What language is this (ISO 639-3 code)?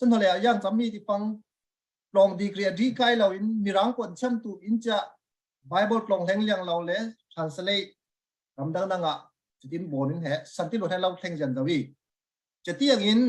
cfm